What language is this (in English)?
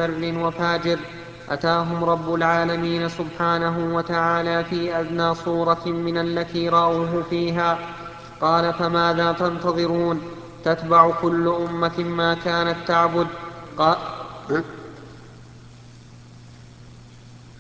Arabic